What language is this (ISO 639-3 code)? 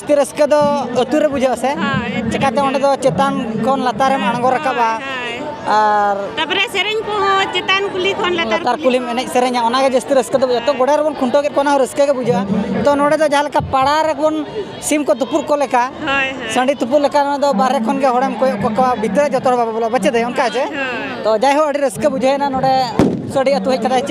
sat